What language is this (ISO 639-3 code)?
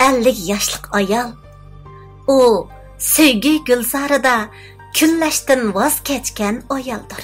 uig